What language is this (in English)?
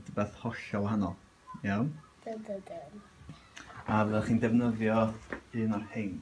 Welsh